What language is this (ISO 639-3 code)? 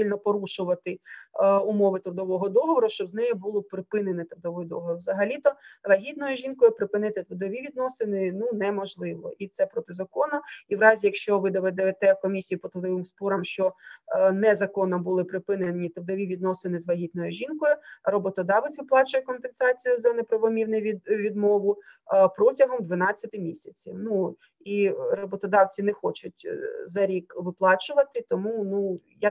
ukr